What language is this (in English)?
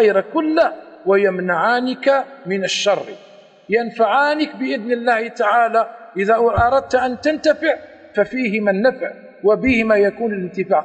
Arabic